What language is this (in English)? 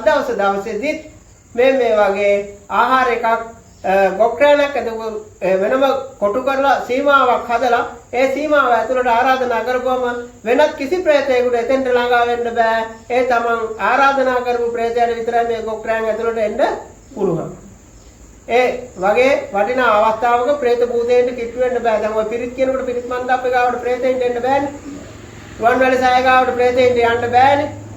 Sinhala